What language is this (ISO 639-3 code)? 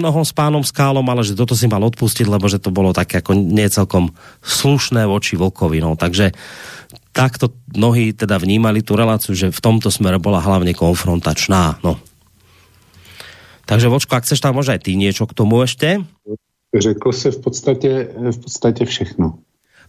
slk